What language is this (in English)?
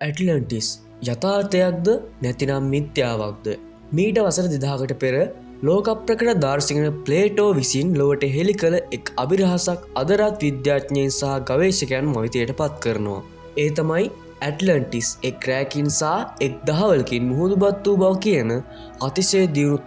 Sinhala